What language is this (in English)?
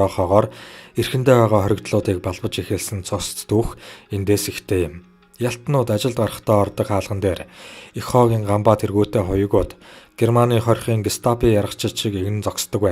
Mongolian